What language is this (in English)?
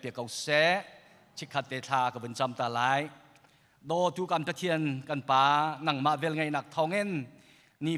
Hakha Chin